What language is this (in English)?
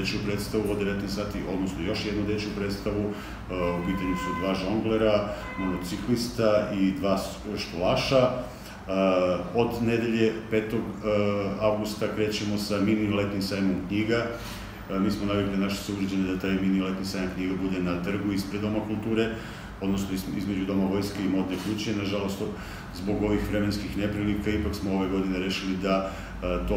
Serbian